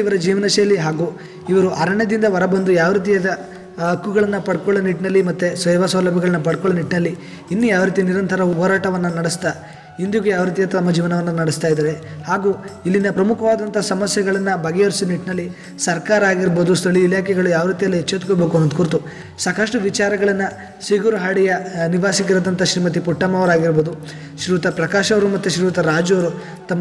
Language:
Kannada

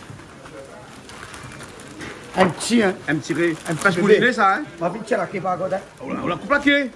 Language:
Réunion Creole French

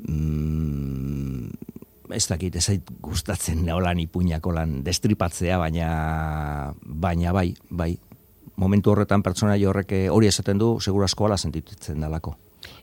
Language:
Basque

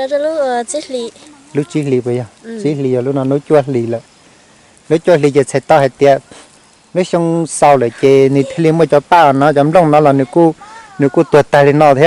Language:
Hmong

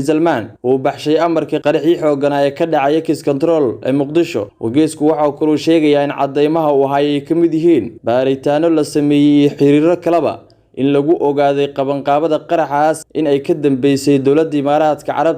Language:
Somali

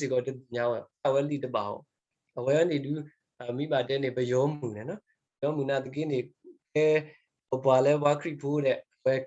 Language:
S'gaw Karen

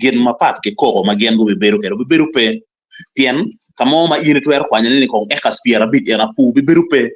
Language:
Acoli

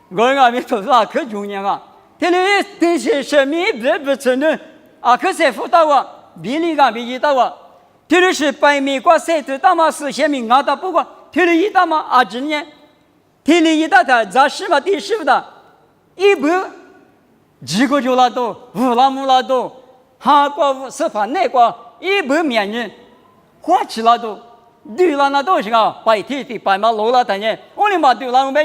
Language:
Lisu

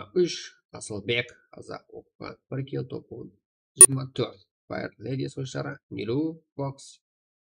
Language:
Kara-Kalpak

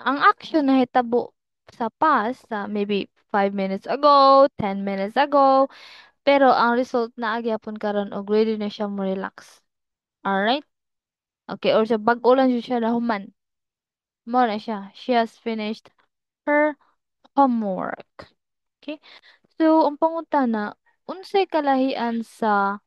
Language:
Cebuano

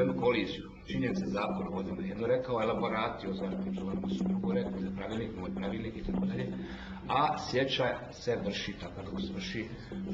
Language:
Croatian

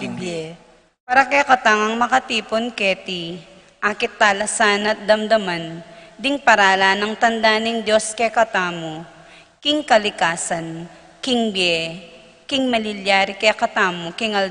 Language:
Pampanga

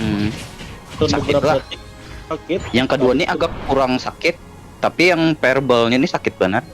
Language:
Banjar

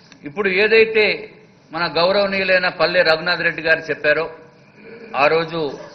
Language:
Telugu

